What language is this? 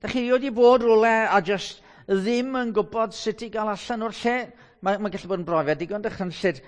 Welsh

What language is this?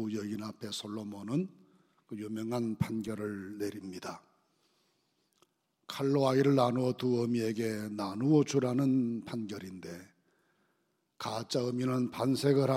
Korean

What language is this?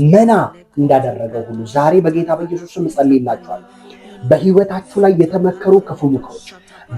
Amharic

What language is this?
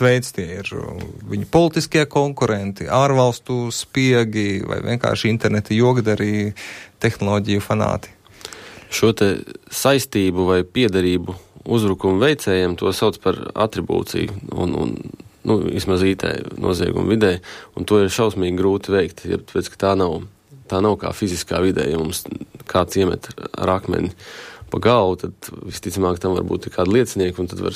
Latvian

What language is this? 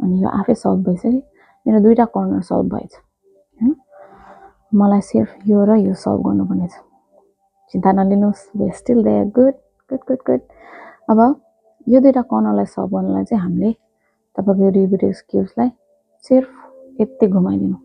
Nepali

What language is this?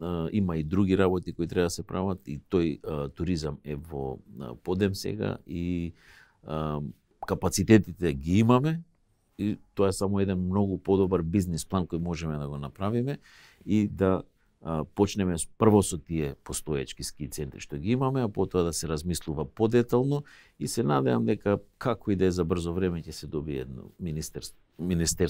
Macedonian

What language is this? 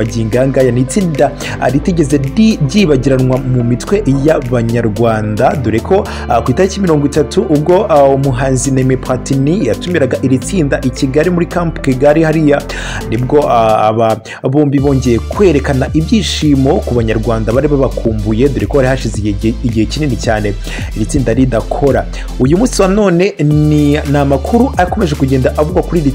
Kinyarwanda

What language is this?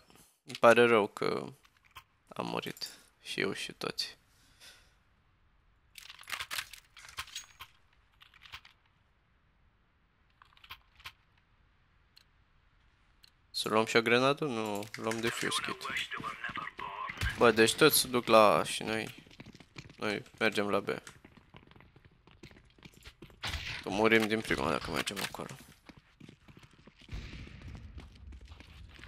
Romanian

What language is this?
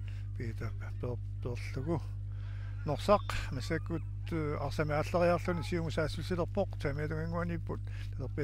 Kalaallisut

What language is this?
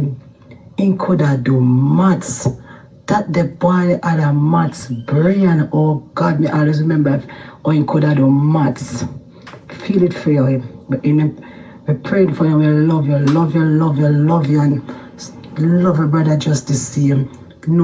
Jamaican Creole English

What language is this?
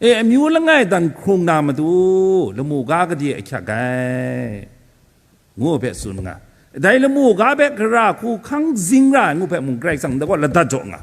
Kachin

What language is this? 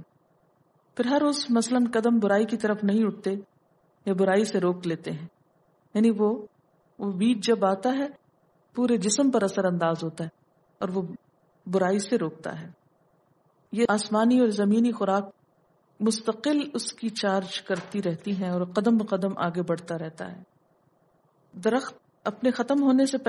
Urdu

